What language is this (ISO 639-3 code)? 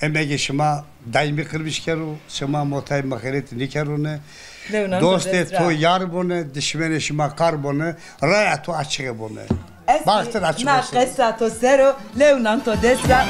zza